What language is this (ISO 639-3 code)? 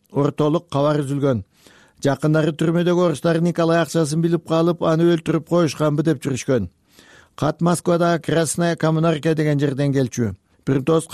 kir